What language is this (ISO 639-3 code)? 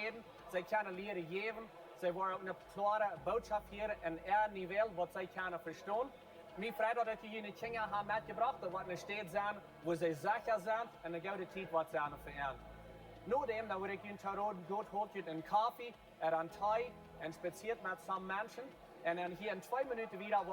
pdt